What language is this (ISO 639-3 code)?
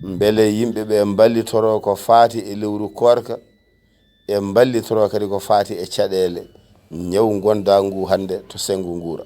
ful